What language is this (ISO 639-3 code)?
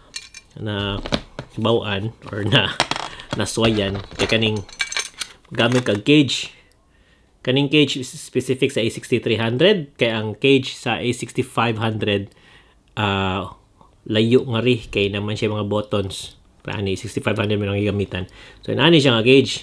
ceb